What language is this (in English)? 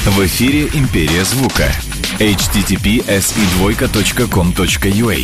Russian